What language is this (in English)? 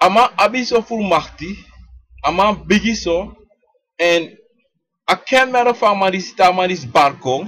Sranan Tongo